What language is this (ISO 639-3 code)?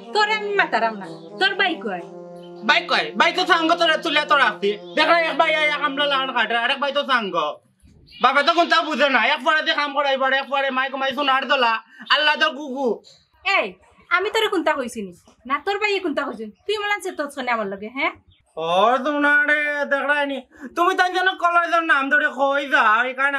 syl